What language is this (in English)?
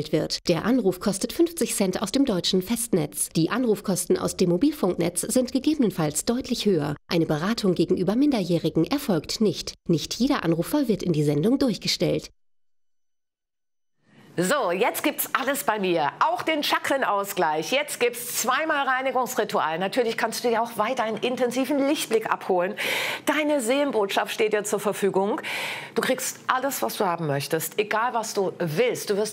German